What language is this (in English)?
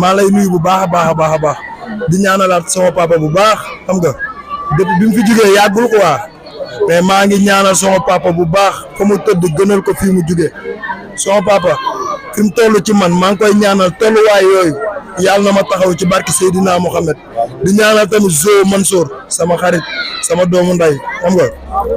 Wolof